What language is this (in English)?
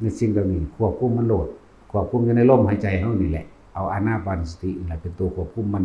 Northeastern Thai